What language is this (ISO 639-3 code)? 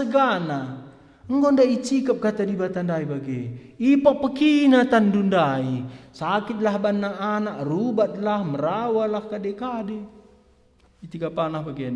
btx